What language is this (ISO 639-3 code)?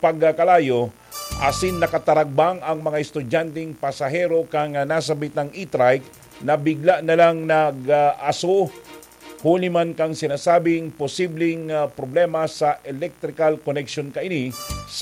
bik